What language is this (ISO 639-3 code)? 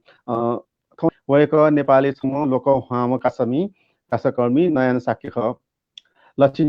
new